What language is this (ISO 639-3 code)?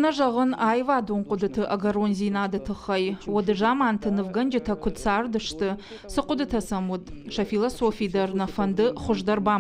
oss